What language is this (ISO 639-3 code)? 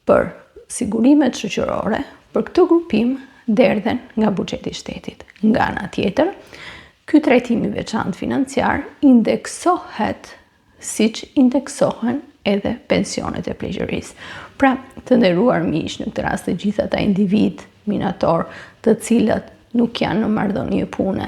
sqi